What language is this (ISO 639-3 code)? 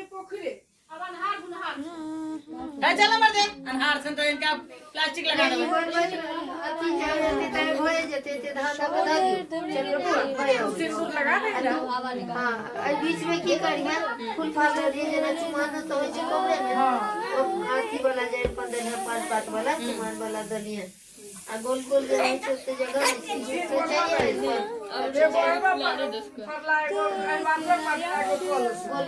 mai